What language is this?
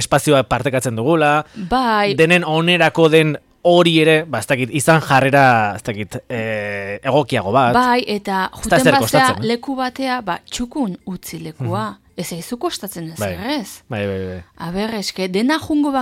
Basque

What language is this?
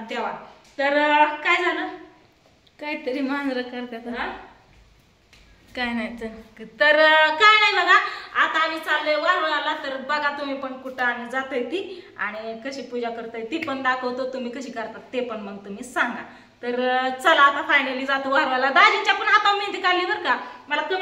Marathi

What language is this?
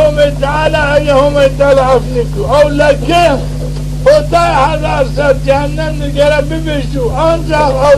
Zaza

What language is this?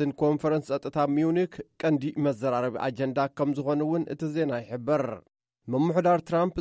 Tigrinya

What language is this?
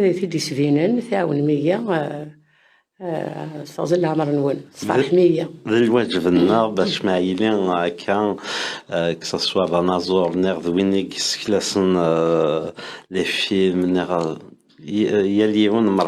Kabyle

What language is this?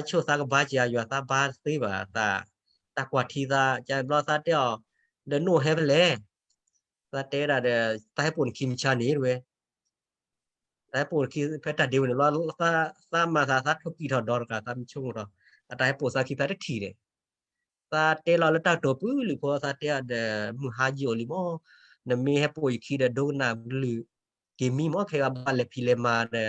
S'gaw Karen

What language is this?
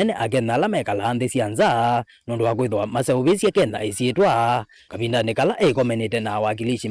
Kamba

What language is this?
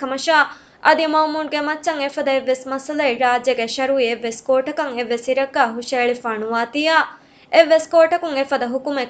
Divehi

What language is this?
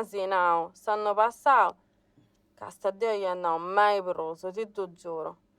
Sardinian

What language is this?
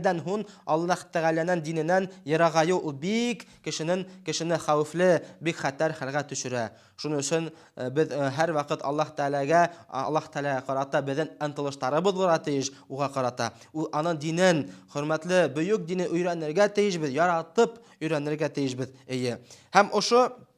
Bashkir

